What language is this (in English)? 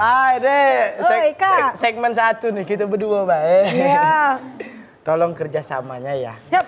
Musi